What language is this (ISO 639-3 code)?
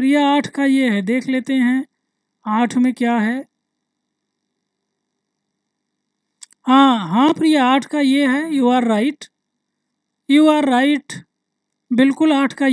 hin